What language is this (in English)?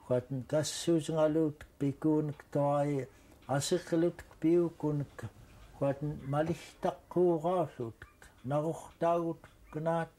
Central Yupik